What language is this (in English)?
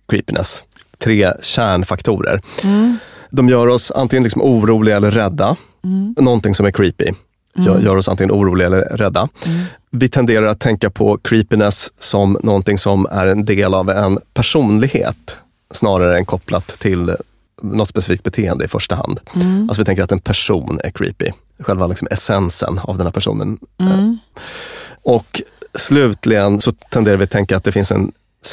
Swedish